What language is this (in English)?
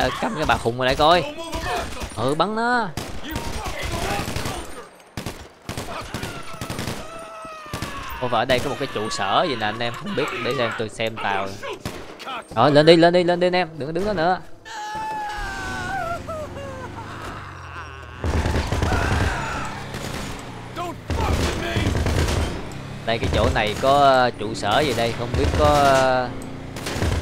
Vietnamese